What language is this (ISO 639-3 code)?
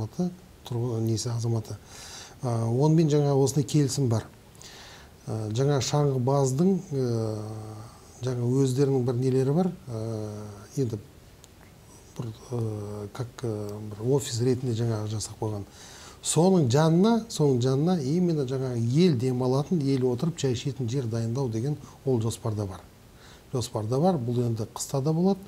kaz